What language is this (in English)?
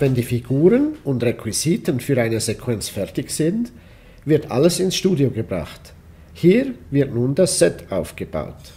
Swiss German